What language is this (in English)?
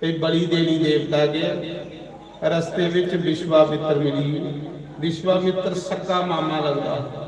Dogri